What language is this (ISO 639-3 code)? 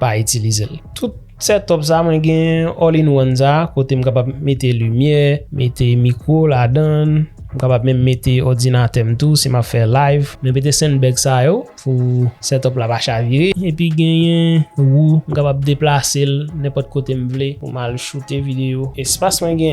hat